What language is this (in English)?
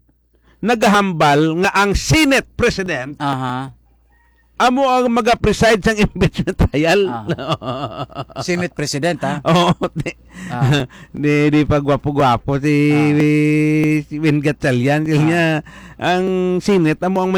Hiligaynon